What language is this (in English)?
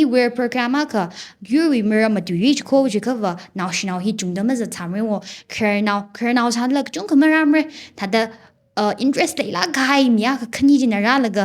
Tangkhul Naga (India)